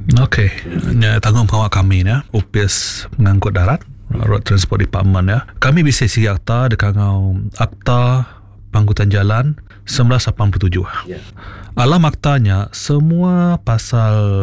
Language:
Iban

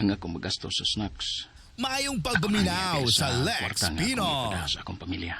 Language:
Cebuano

